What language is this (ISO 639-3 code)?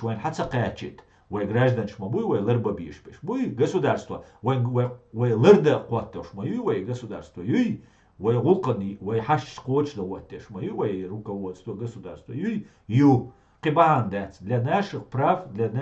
che